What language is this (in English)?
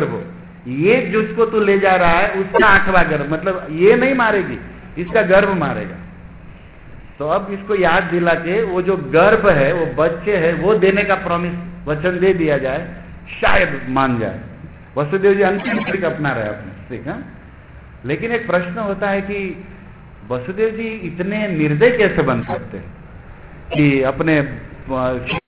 Hindi